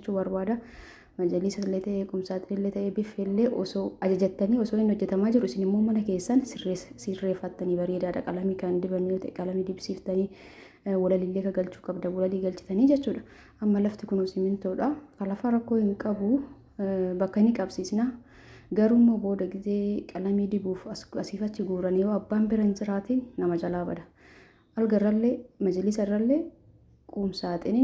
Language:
Oromo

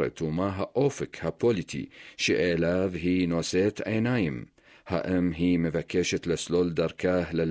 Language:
Hebrew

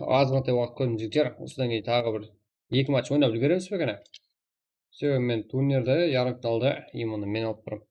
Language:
Kara-Kalpak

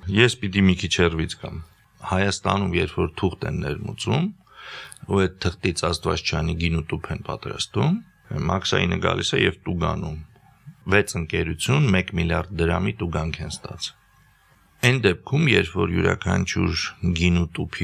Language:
Armenian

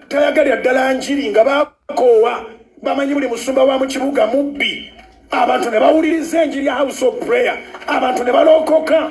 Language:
Ganda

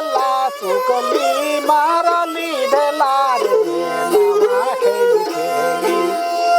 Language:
Sadri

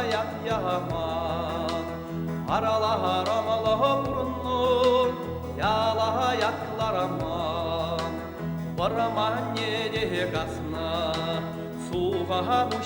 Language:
Chuvash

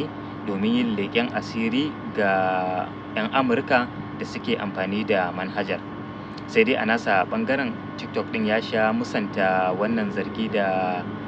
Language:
Hausa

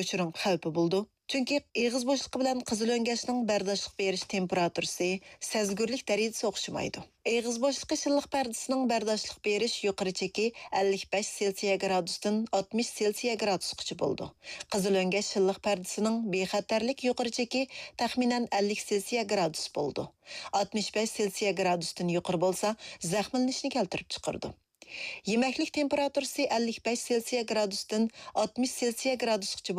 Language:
Uyghur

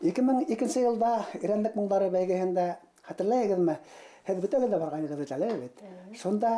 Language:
Bashkir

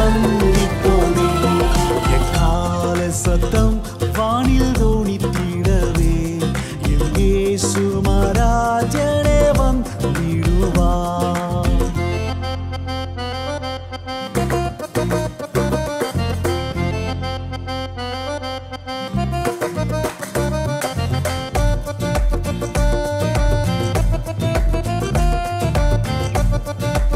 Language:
Tamil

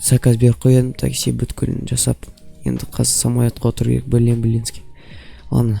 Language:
Kazakh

